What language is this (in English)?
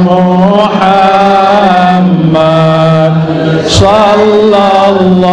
Sasak